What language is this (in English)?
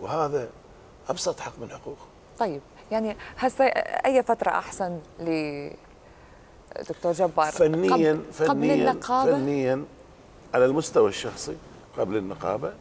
Mesopotamian Arabic